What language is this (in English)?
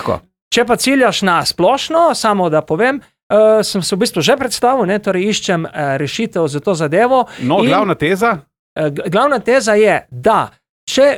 Slovenian